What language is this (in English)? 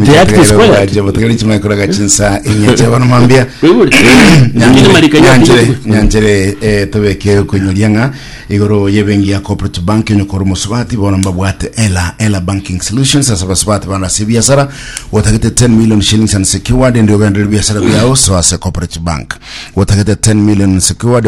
Gusii